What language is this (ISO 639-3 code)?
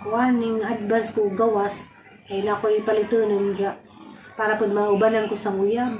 ceb